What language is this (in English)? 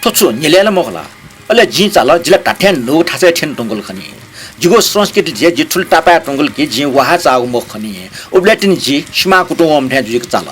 Newari